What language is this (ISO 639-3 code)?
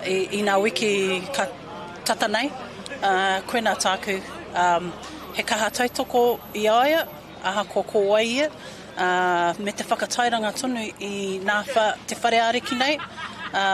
mri